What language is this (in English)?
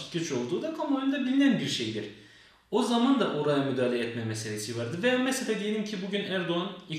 Turkish